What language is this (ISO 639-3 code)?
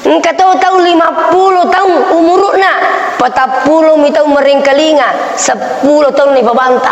bug